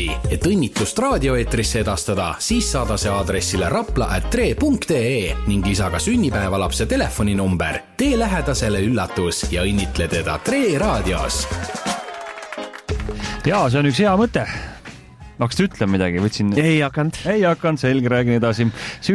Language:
Estonian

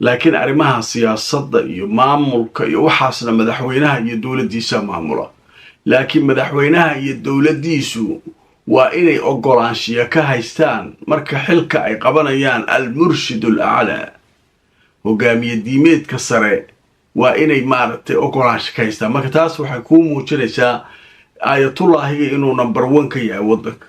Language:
Somali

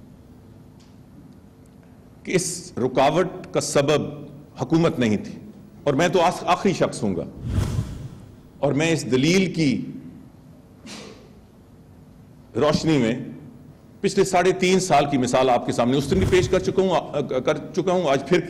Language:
Urdu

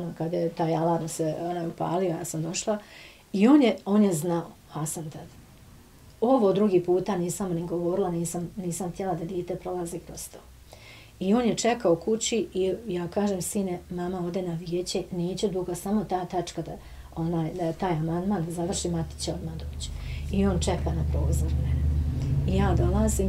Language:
Bosnian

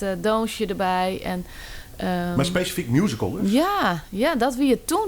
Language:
Western Frisian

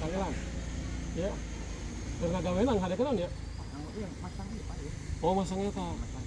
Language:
Sundanese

